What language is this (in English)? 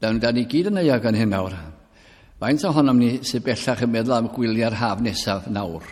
Welsh